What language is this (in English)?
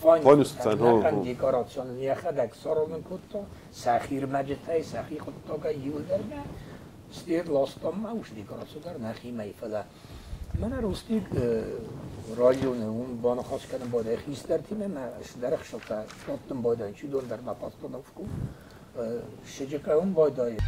Ossetic